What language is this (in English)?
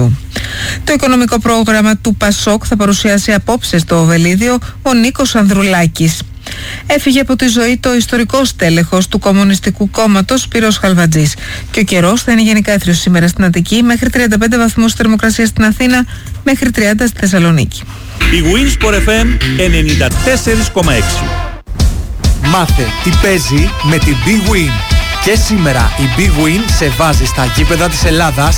Greek